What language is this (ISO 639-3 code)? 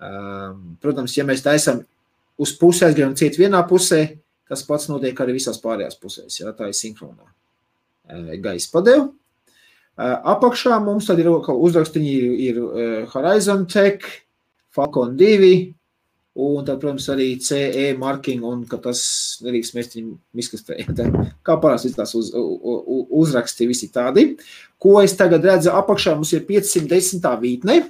lav